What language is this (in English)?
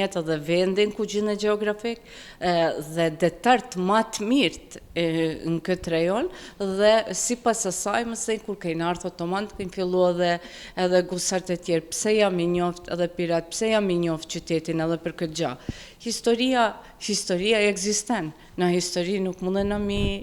Albanian